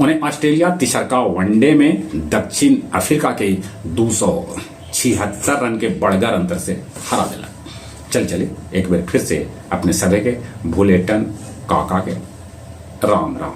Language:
Magahi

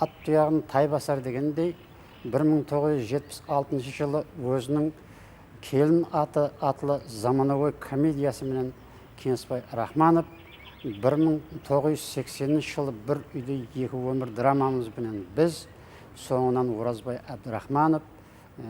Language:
Kara-Kalpak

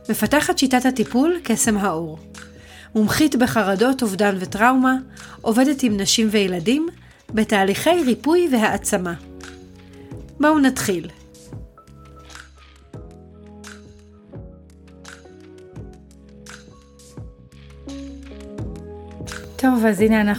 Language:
Hebrew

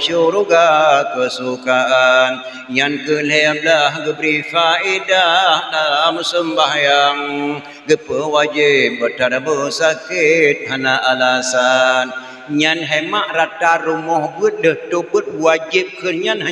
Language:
Achinese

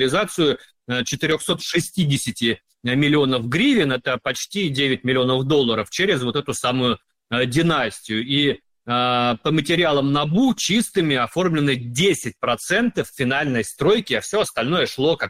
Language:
Russian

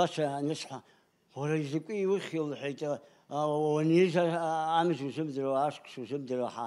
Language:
Abkhazian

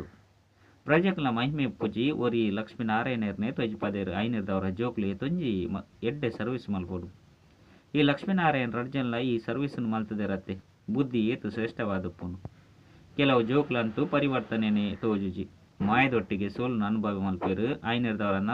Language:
Tulu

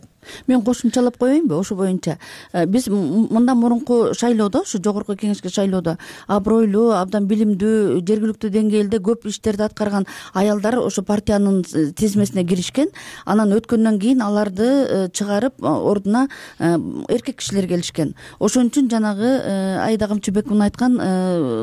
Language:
Kyrgyz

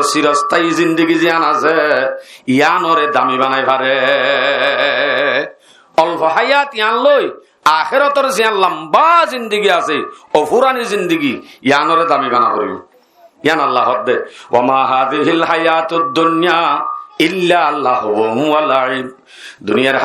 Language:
Rohingya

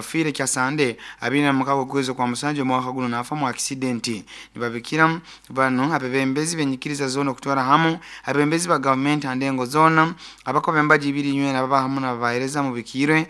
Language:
Nyoro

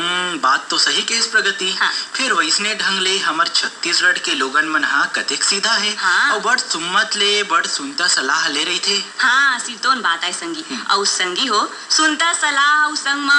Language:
Chhattisgarhi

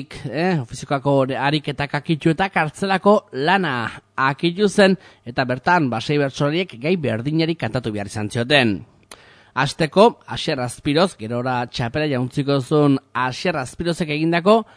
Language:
Basque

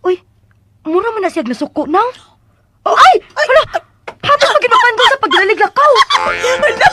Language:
Cebuano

